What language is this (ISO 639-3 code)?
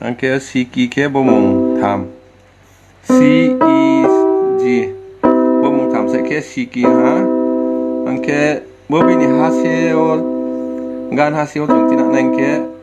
ria